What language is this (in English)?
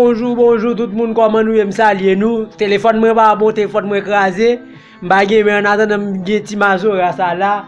Haitian Creole